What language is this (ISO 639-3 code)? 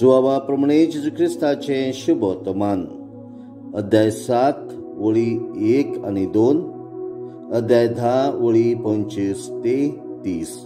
kok